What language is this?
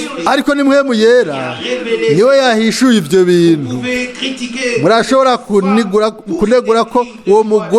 Rundi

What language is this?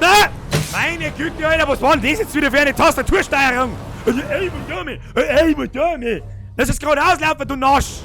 Bavarian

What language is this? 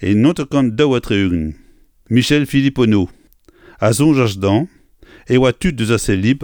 Breton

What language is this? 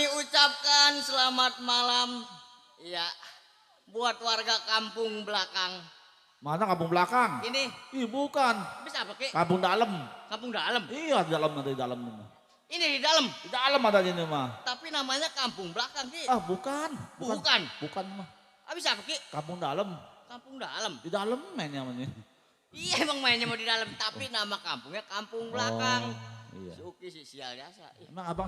Betawi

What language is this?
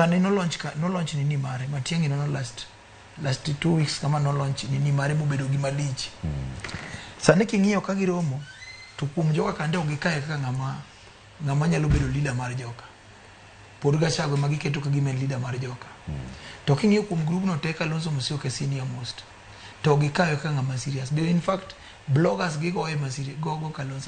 Luo (Kenya and Tanzania)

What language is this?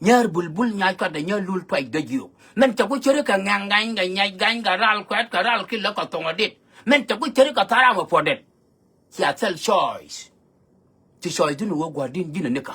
Nuer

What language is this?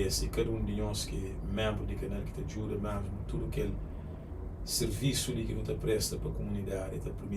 Kabuverdianu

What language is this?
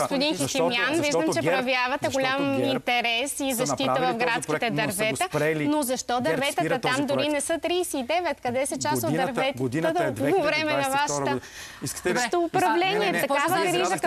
Bulgarian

